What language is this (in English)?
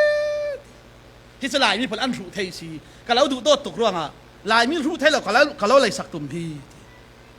Falam Chin